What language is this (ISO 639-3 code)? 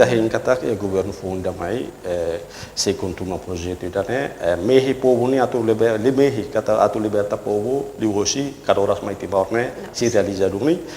tet